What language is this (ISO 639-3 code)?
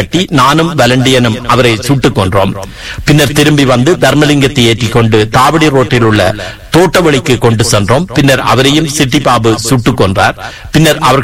tam